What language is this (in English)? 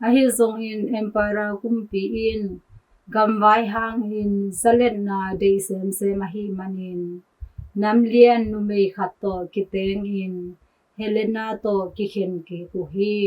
Tedim Chin